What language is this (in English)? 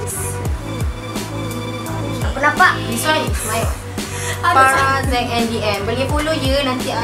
Malay